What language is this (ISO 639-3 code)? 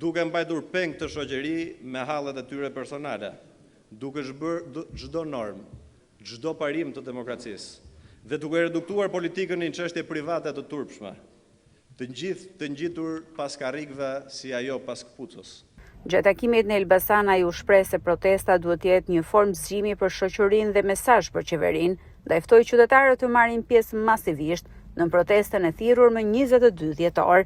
sqi